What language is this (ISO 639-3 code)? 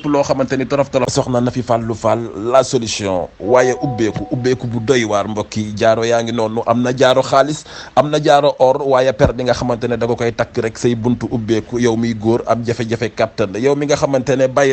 wol